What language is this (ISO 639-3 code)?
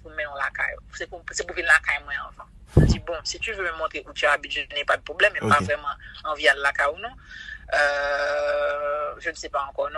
hat